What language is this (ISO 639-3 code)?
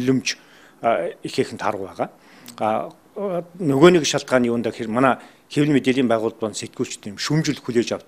mon